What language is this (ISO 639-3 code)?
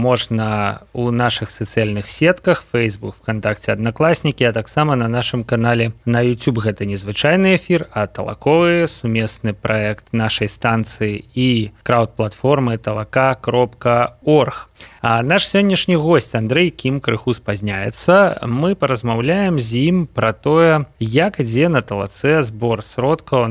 bel